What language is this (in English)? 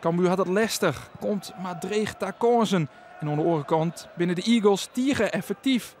Western Frisian